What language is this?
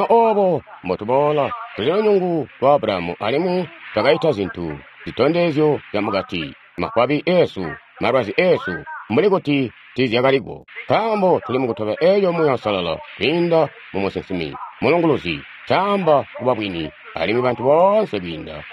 Tonga (Zambia)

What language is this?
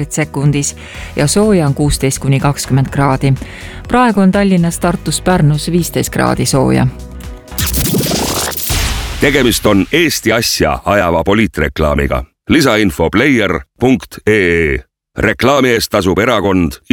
Estonian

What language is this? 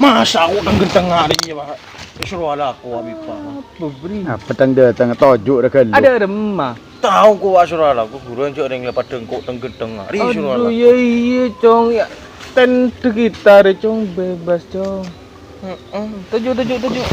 Madurese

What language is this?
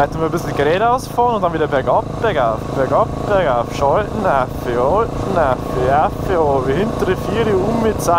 Bavarian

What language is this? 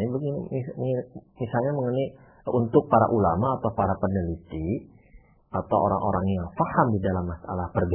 Indonesian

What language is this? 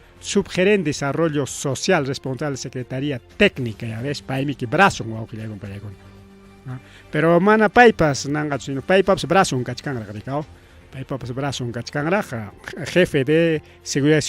Ayacucho Quechua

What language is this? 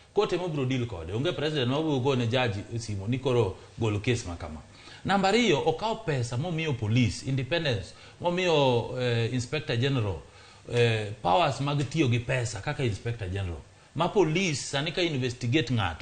Luo (Kenya and Tanzania)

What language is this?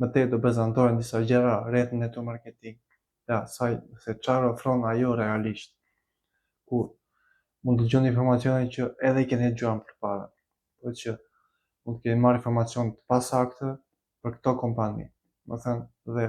Albanian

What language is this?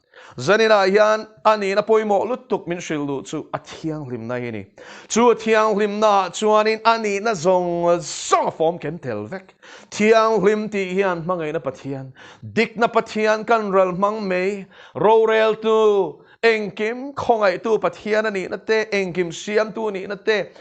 Mizo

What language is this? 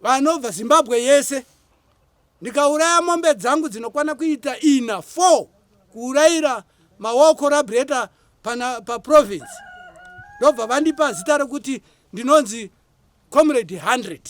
Shona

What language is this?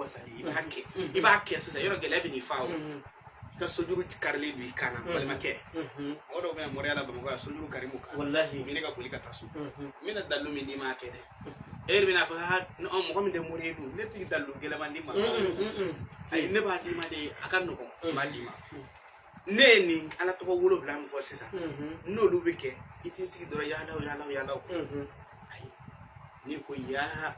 Bambara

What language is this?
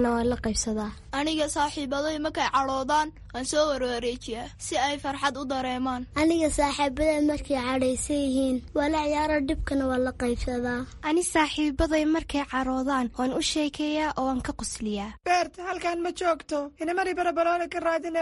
Somali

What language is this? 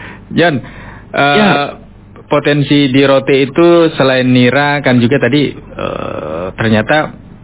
Indonesian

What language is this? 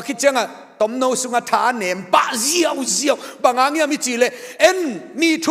Tedim Chin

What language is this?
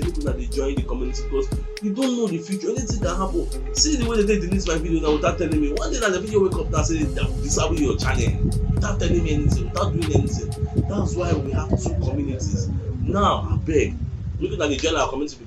Nigerian Pidgin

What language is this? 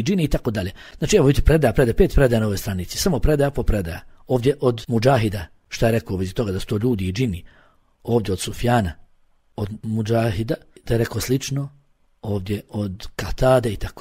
Bosnian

